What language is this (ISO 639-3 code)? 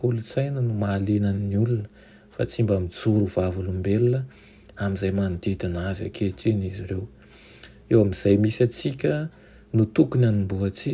mlg